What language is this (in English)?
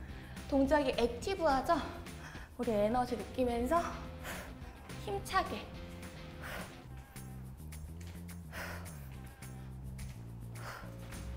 Korean